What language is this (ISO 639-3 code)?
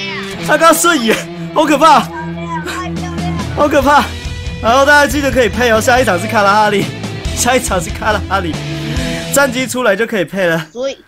zho